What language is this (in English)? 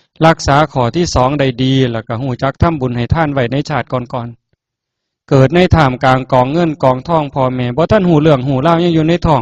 Northeastern Thai